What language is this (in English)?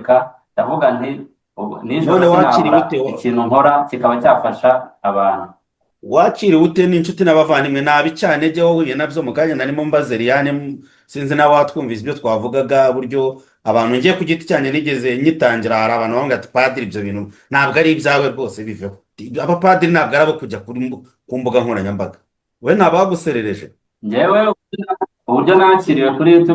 Kinyarwanda